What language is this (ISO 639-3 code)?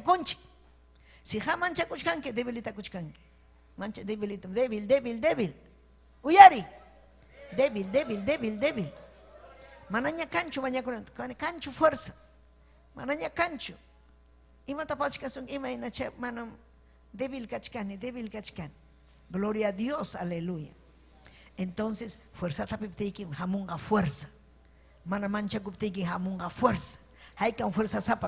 quy